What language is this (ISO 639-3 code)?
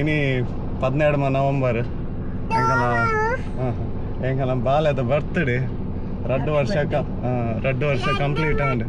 tcy